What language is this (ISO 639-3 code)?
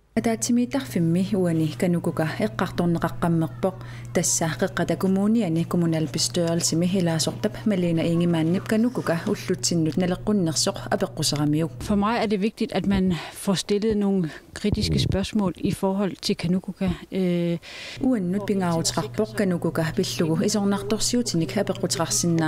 kal